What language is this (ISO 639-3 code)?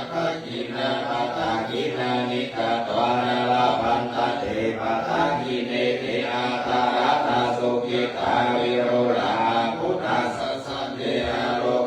pli